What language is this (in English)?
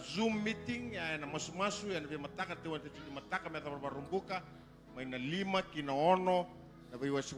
Fijian